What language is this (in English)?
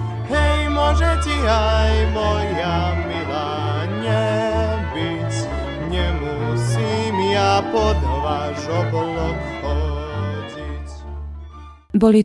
Slovak